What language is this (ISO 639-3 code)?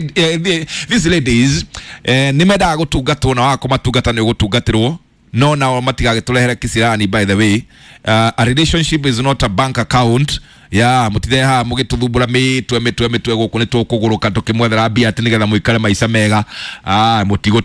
kik